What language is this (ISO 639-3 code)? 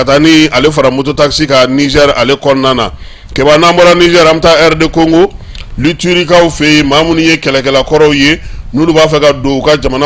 bam